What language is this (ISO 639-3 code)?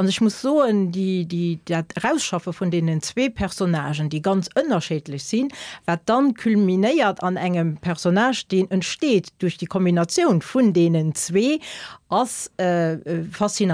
ltz